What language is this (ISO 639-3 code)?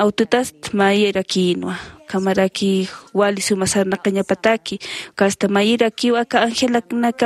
aym